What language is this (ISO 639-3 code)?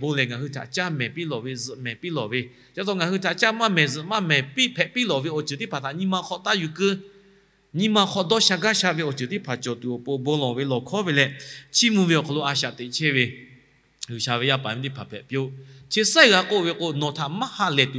lhu